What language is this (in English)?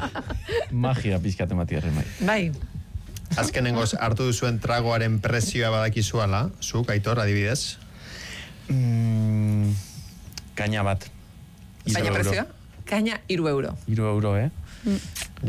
Basque